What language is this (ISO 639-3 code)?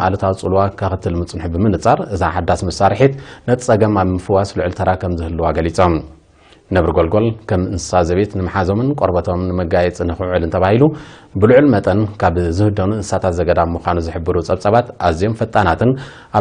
tir